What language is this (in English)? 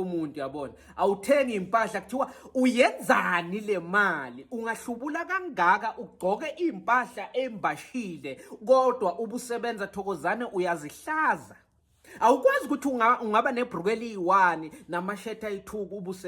Zulu